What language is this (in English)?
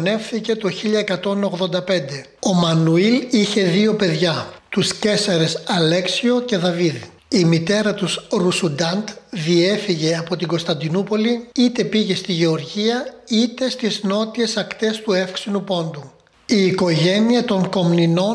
Greek